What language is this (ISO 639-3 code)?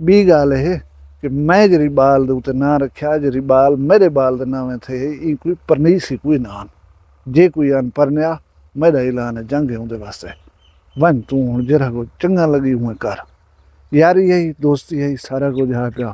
skr